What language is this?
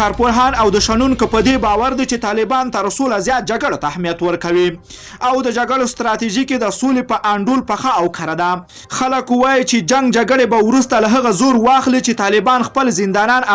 Pashto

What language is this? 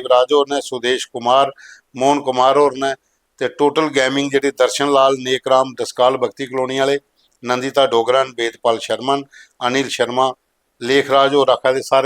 Dogri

